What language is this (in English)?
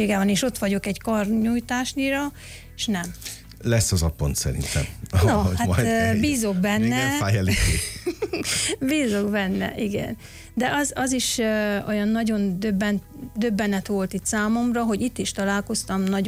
Hungarian